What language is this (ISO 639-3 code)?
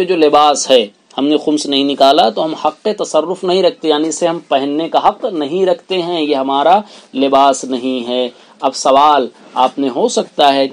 urd